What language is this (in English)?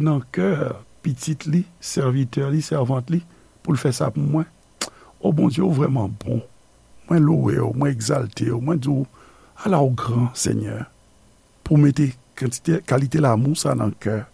Haitian Creole